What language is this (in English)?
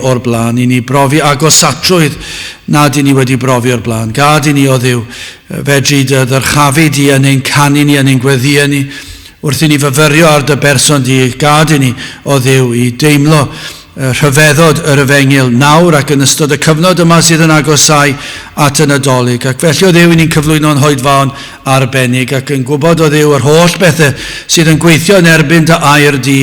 Welsh